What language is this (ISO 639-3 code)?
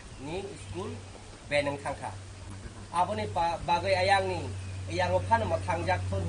trp